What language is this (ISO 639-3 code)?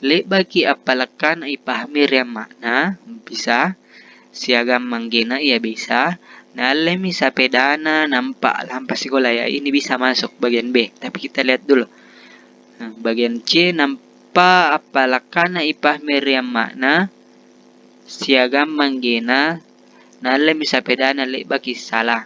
mak